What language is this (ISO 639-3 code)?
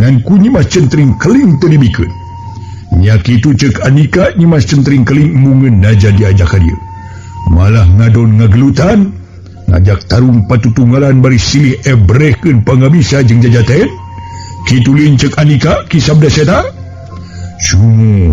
sun